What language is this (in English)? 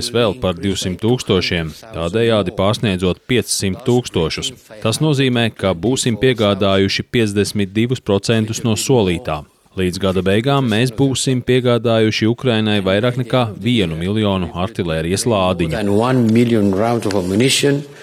Latvian